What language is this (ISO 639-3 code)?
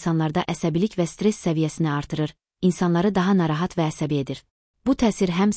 aze